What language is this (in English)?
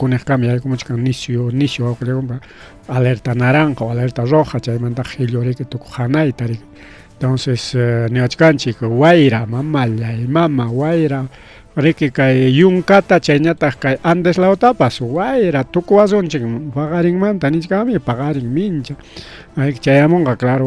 Ayacucho Quechua